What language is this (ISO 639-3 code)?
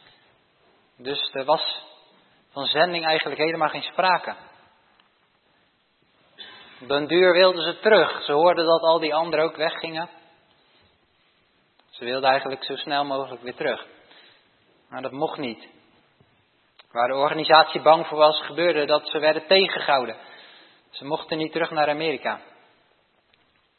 nld